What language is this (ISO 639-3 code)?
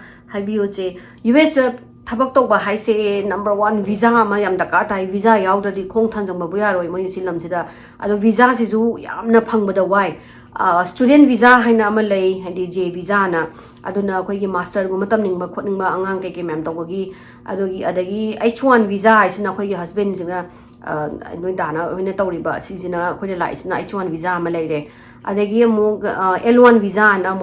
mni